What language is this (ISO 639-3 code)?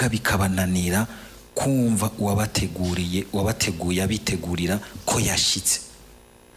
run